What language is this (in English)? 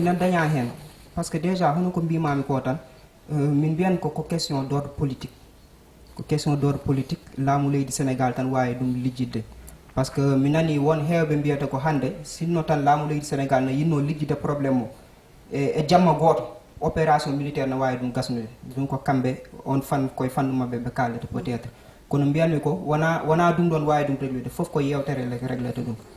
Fula